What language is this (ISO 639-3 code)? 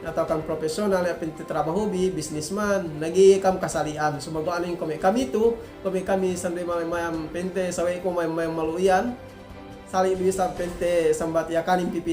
yka